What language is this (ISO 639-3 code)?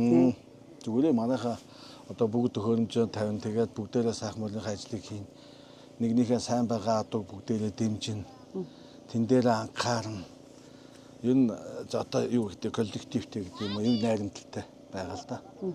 mon